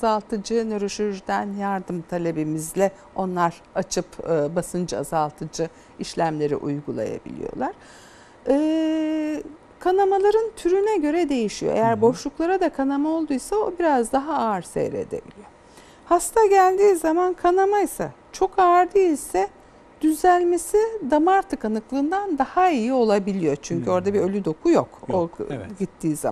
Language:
Turkish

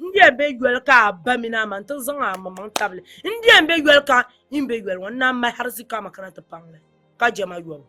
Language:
Dagbani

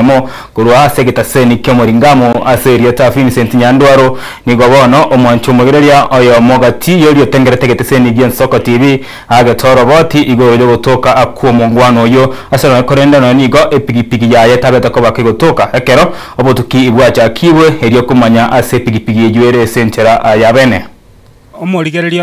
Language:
Gusii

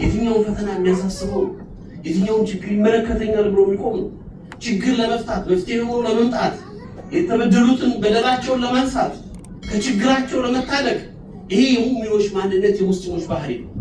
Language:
Amharic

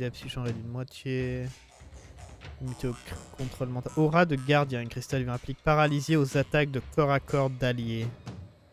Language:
French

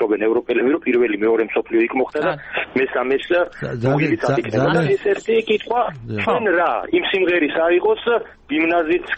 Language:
Georgian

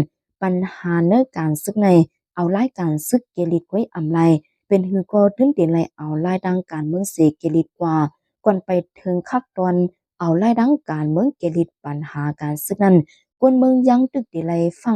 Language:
Shan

